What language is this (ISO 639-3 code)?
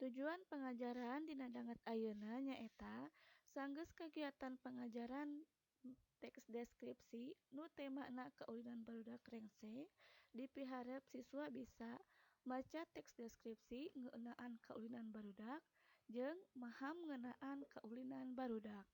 sun